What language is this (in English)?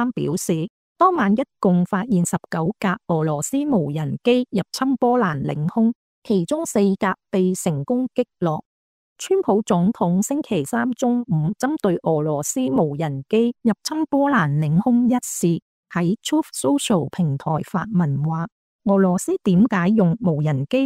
Cantonese